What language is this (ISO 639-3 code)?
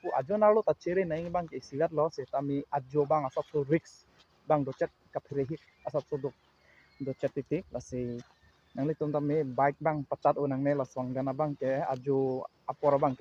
mjw